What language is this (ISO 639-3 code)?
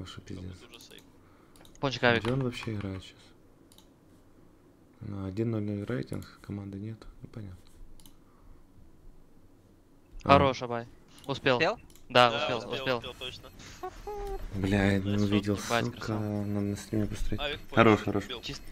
rus